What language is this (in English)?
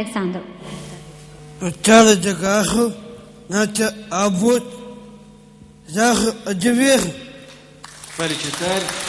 Romanian